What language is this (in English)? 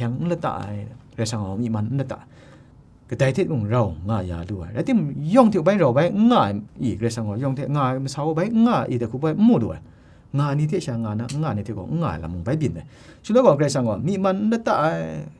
Kachin